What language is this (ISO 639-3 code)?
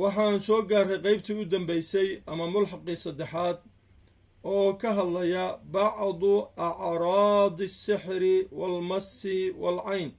som